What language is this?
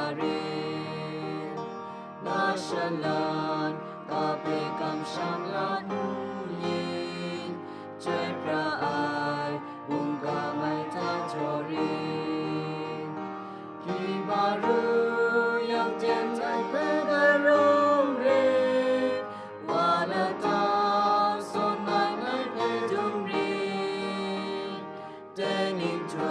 Kachin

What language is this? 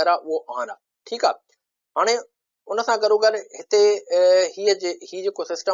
Sindhi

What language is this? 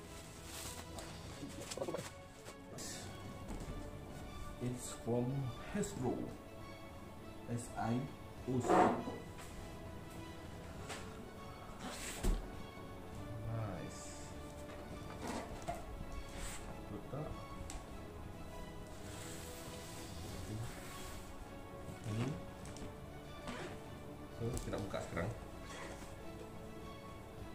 Malay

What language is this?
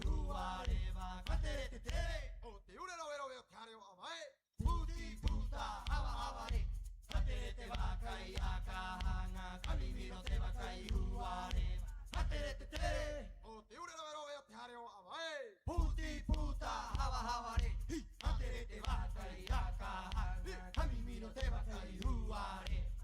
Rapanui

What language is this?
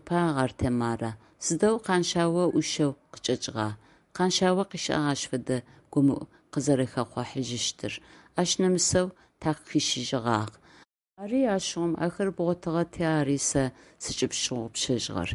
Adyghe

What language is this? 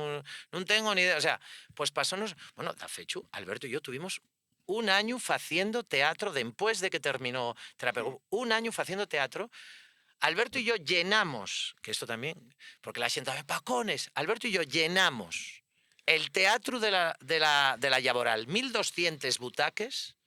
Asturian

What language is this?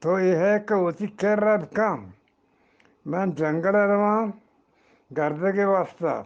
Eastern Balochi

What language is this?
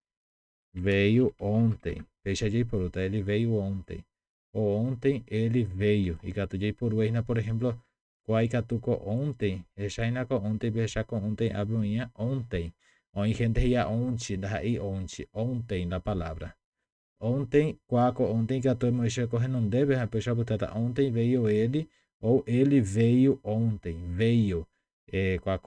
Guarani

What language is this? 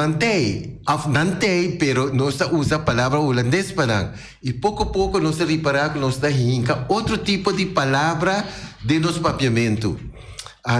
Papiamento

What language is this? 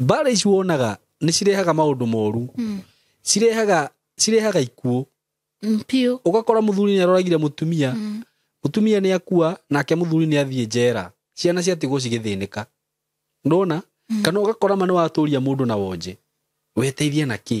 Kikuyu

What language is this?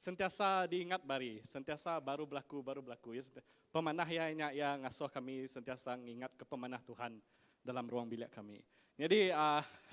Iban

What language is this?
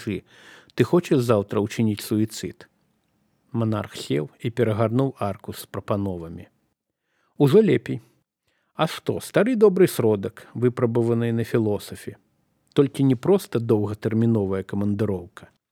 Belarusian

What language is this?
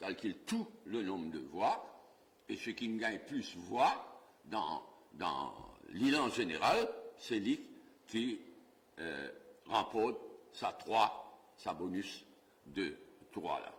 Morisyen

